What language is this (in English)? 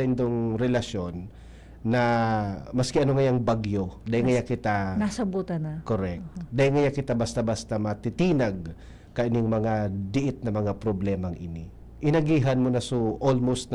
Bikol